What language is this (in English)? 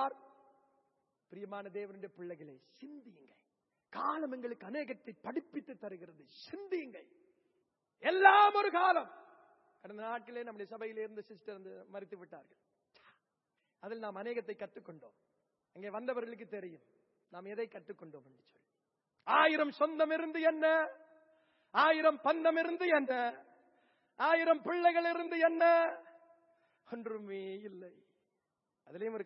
Tamil